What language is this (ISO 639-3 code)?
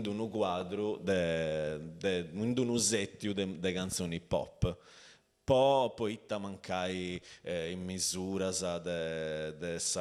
srd